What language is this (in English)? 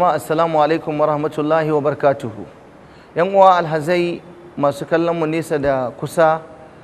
Hausa